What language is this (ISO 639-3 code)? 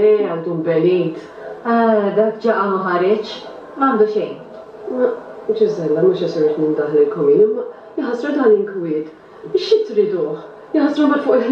mlt